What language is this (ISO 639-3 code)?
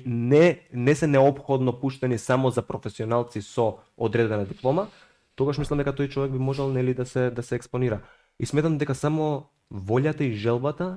mkd